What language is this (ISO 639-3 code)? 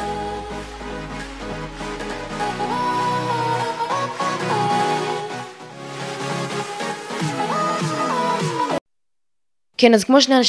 heb